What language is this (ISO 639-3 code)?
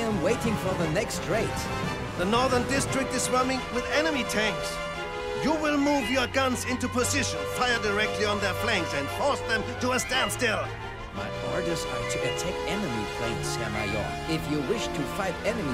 bar